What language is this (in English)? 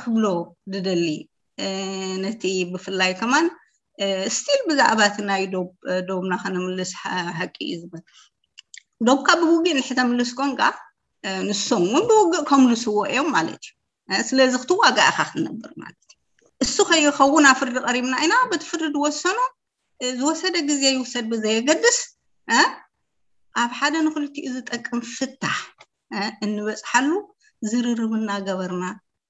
Tigrinya